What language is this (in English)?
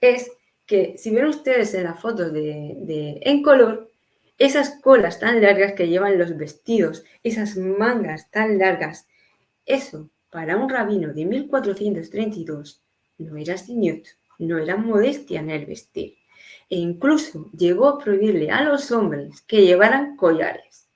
Ladino